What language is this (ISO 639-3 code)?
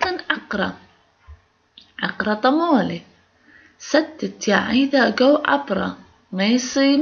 ara